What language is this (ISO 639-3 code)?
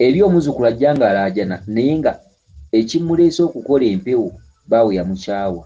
lug